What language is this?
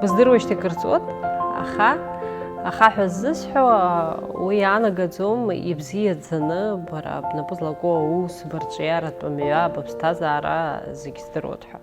Abkhazian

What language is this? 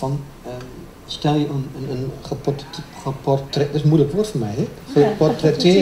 Dutch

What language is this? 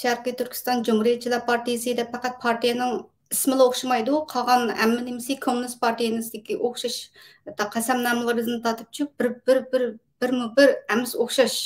Uyghur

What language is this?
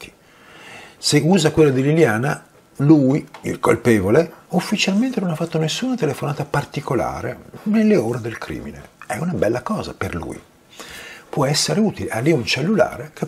Italian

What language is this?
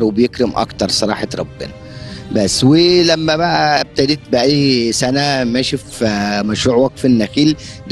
Egyptian Arabic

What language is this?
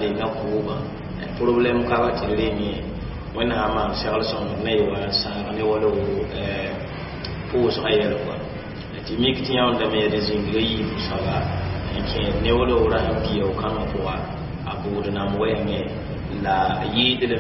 Mossi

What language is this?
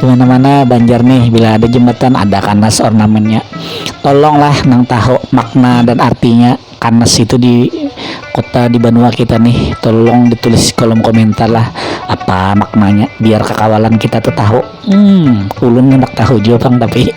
Banjar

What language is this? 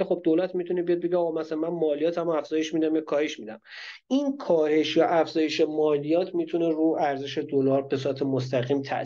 Persian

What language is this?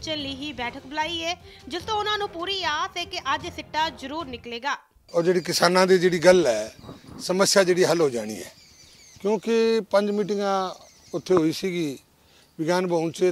Punjabi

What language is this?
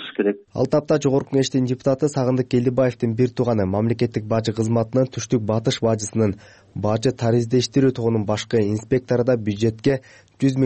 Kyrgyz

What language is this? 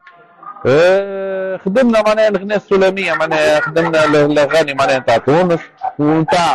Tunisian Arabic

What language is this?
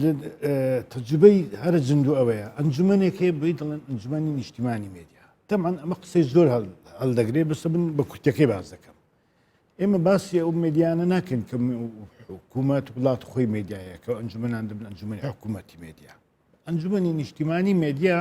Central Kurdish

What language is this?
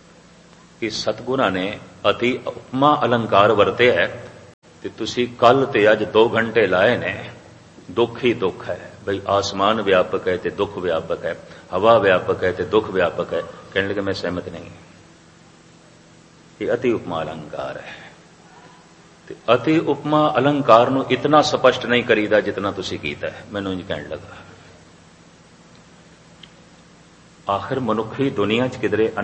Punjabi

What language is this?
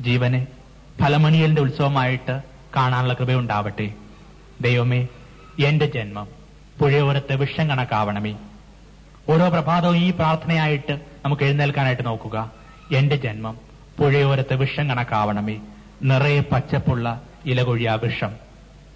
Malayalam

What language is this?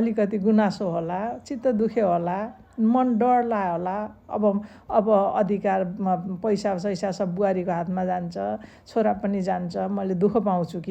Nepali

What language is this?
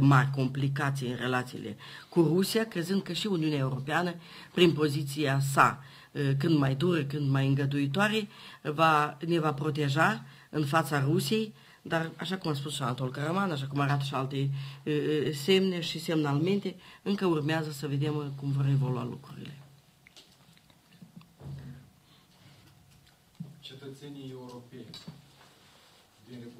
Romanian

